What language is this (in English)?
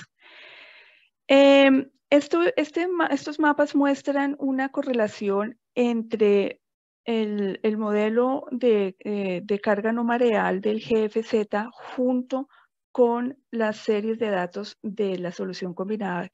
Spanish